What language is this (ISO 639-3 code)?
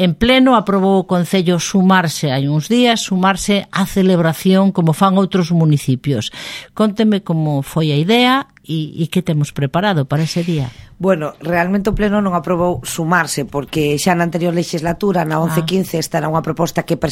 glg